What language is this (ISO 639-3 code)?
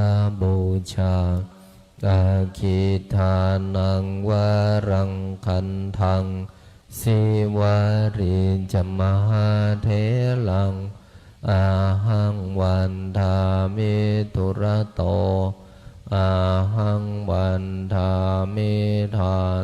pli